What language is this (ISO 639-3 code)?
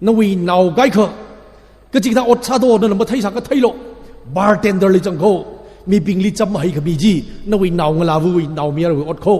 nmf